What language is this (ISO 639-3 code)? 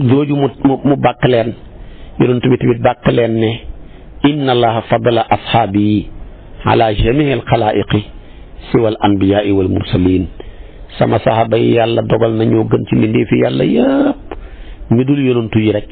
wol